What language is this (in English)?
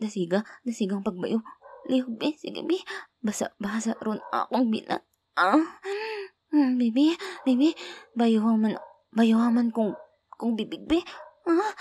Hiligaynon